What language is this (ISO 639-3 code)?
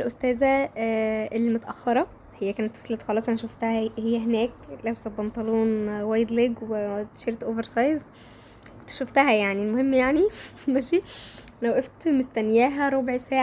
arz